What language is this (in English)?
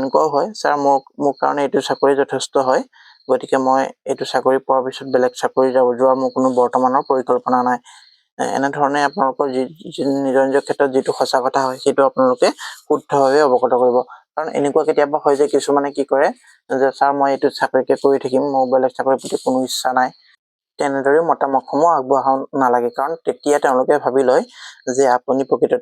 Assamese